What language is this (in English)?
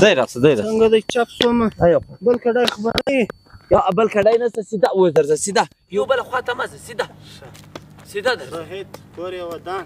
Pashto